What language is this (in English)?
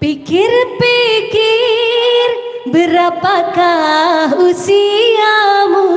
Banjar